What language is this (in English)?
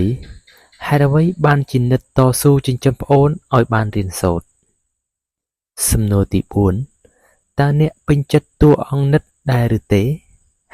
Khmer